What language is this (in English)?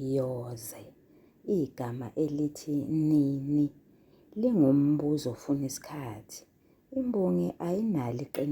Zulu